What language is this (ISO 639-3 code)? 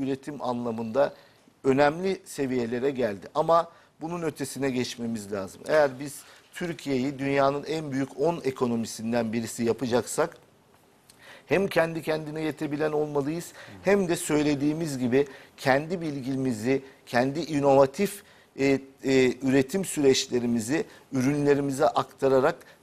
tur